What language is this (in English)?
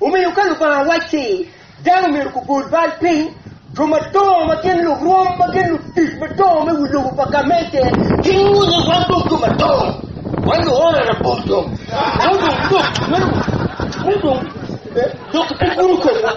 Acoli